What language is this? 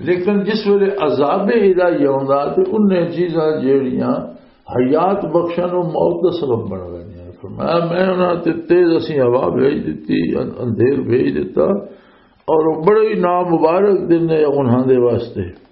Western Panjabi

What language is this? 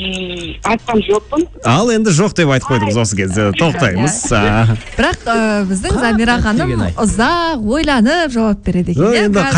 Kazakh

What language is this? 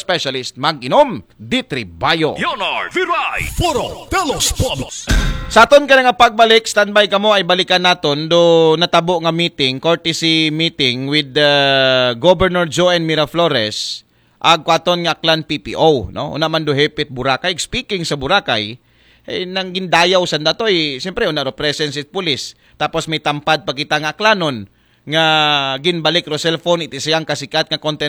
Aklanon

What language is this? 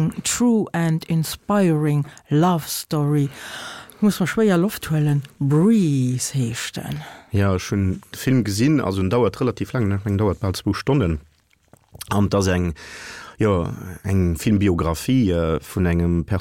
Luxembourgish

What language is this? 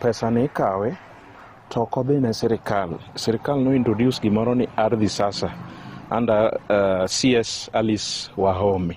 Luo (Kenya and Tanzania)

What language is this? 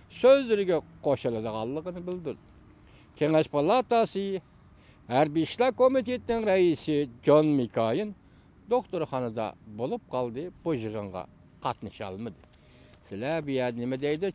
Uyghur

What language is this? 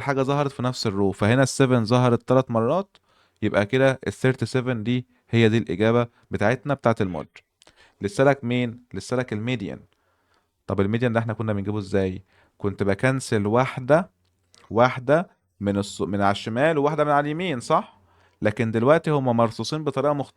Egyptian Arabic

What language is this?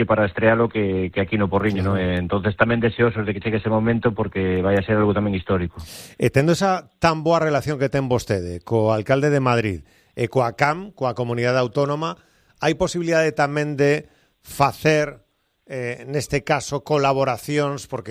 Galician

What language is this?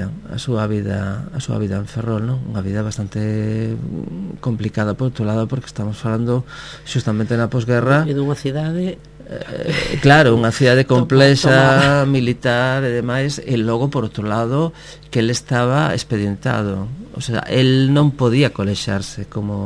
Galician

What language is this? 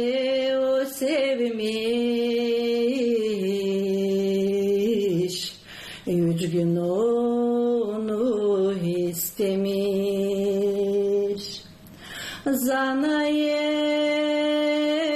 Gagauz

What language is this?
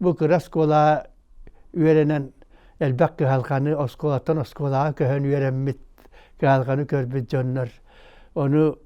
Yakut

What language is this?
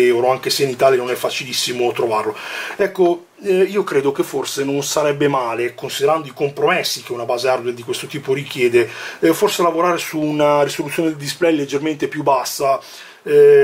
Italian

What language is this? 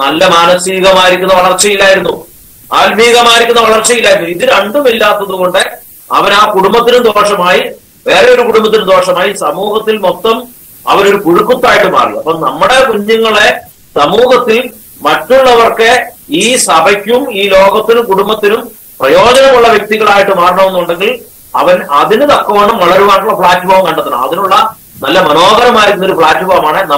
Malayalam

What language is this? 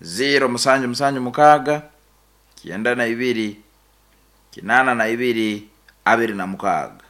Nyankole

